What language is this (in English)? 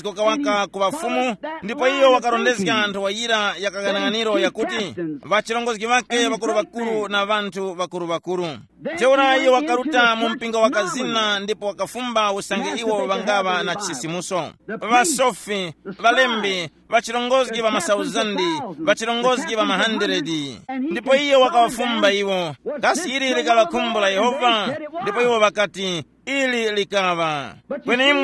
Tumbuka